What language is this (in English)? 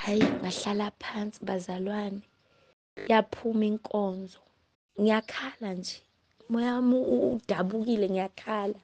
Zulu